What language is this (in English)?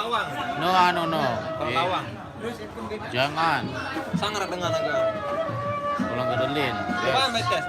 Sasak